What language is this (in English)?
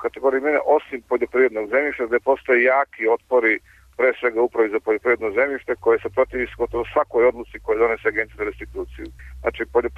Serbian